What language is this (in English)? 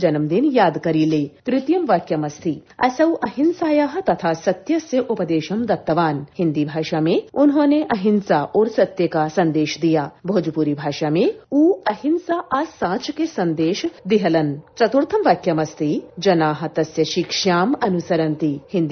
Sanskrit